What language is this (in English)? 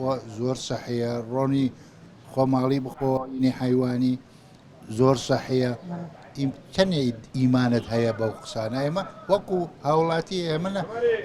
Central Kurdish